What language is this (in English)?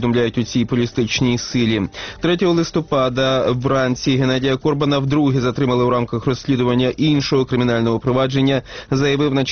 Ukrainian